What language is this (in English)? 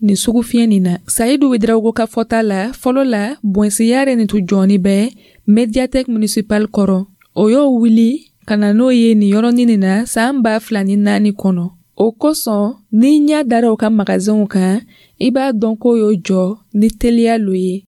Dyula